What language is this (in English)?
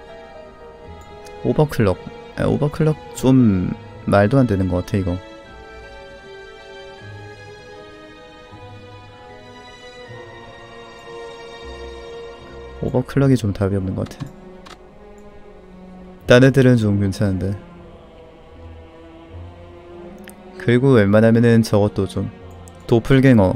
Korean